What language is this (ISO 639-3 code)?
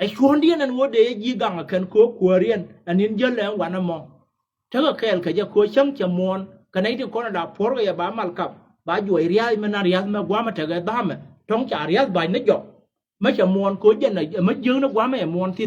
nus